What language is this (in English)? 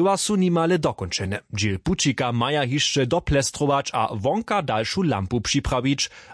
Upper Sorbian